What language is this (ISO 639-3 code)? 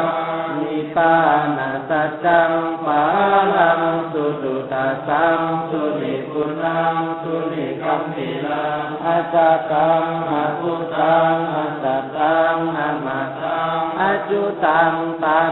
pli